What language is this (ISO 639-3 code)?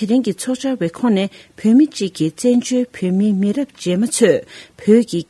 bod